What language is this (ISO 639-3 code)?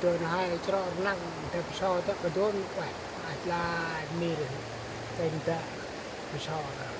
cmo